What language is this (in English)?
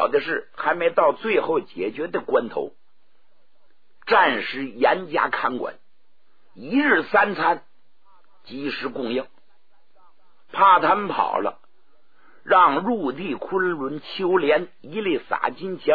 Chinese